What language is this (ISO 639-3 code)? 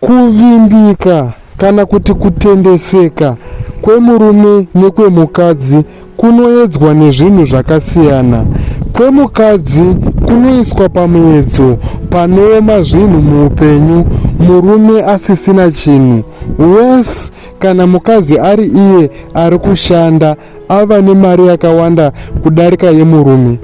sna